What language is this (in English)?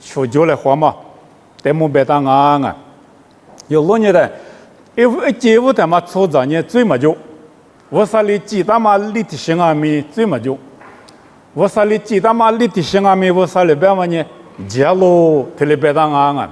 Lisu